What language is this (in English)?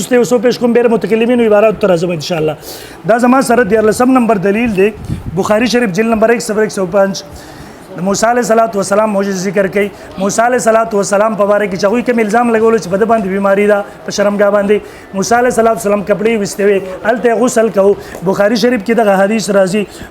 Pashto